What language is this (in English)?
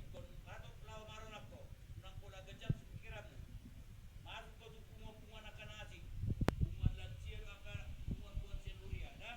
Batak Toba